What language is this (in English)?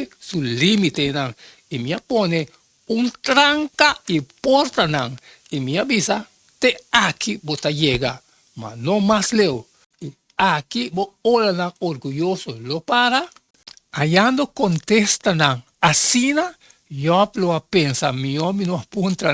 Papiamento